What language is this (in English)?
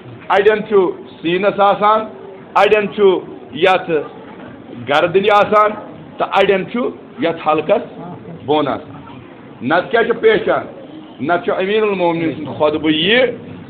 Kashmiri